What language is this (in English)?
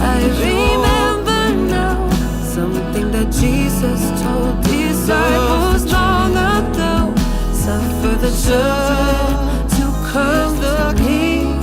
Tahitian